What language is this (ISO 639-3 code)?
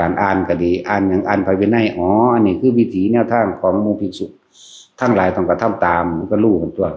tts